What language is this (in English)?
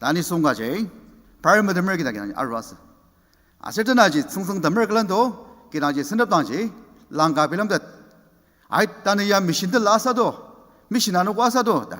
Ao Naga